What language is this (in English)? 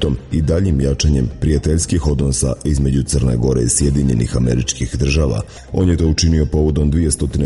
Serbian